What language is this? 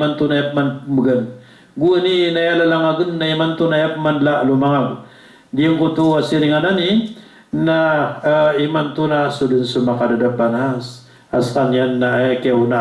Maranao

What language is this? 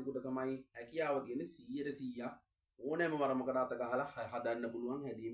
Sinhala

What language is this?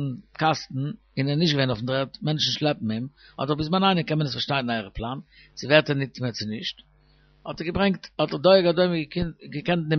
Yiddish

